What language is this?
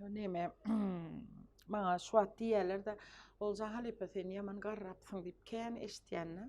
Turkmen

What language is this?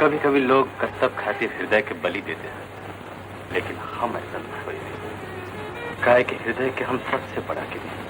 Magahi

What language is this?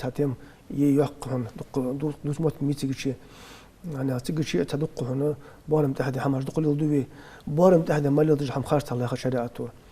Ingush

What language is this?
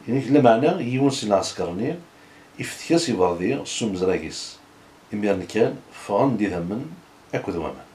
Kabyle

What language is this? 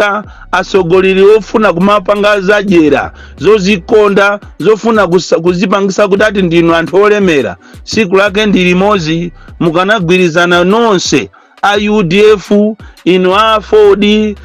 Nyanja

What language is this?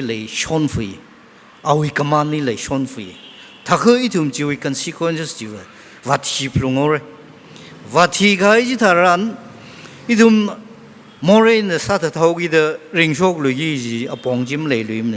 Tangkhul Naga (India)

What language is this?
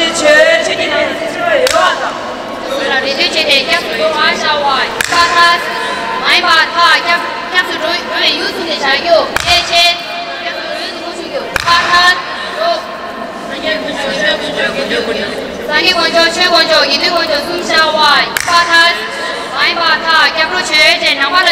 Tibetan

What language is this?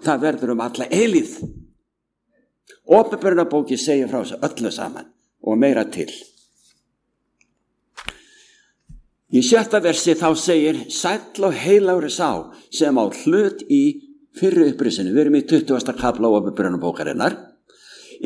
Icelandic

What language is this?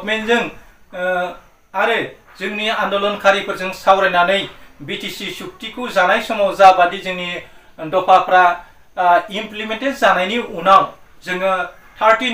Bodo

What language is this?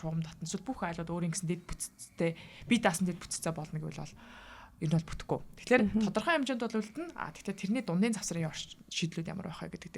Mongolian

